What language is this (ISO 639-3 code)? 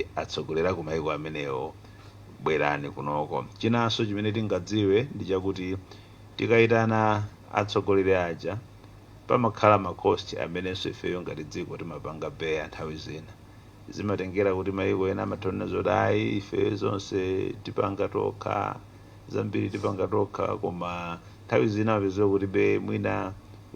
nya